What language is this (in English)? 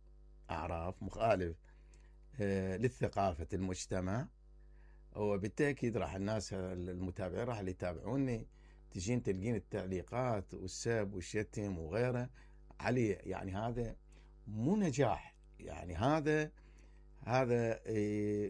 Mesopotamian Arabic